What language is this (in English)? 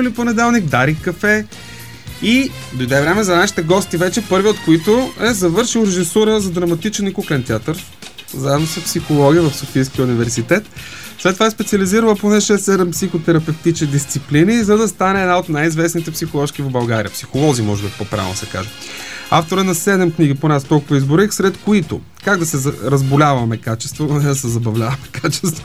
Bulgarian